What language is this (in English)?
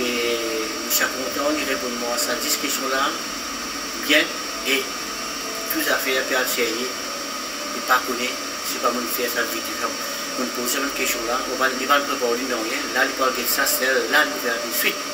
Morisyen